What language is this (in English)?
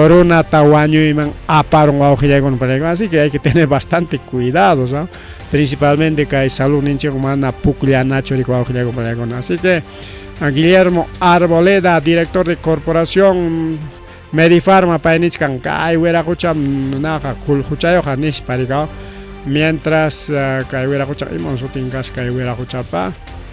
Ayacucho Quechua